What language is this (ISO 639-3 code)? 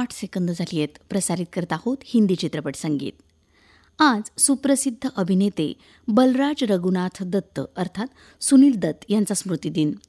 mar